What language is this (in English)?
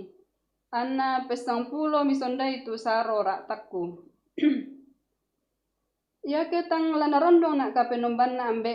Toraja-Sa'dan